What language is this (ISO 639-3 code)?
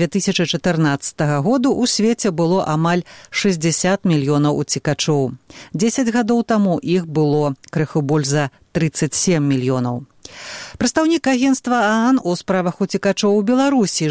bel